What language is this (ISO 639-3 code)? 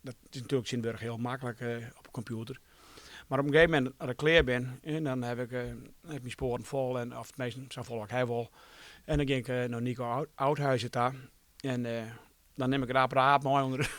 fry